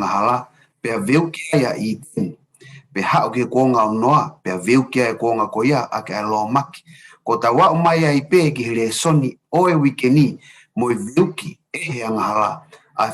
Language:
Tongan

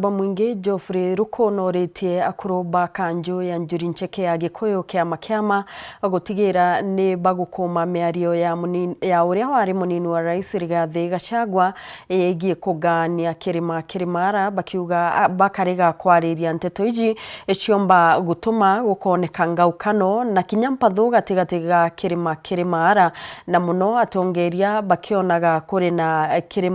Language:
Meru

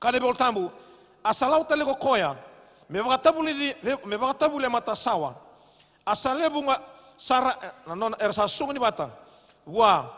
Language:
Fijian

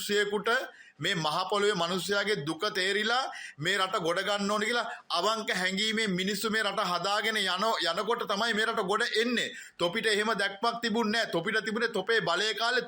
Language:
Sinhala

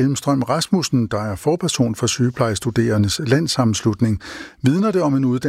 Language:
Danish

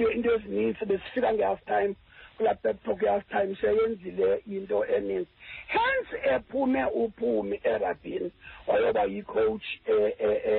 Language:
Xhosa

